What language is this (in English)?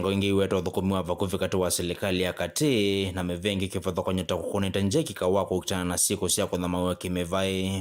Kamba